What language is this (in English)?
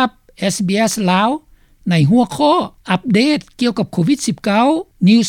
Lao